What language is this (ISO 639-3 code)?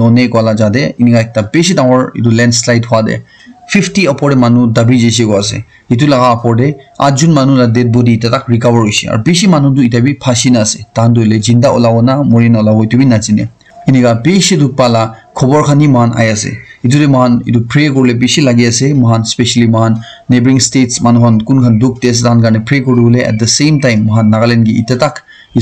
nag